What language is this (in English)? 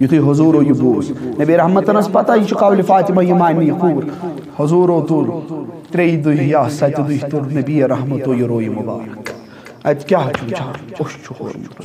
Kashmiri